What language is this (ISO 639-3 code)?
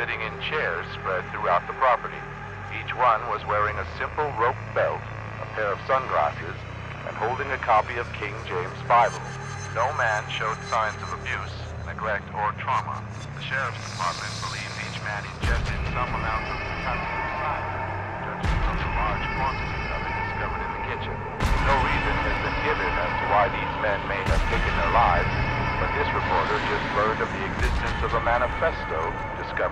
eng